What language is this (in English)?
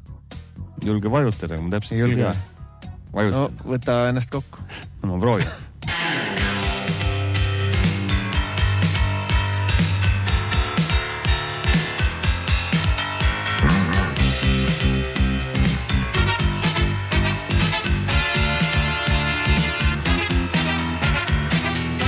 Estonian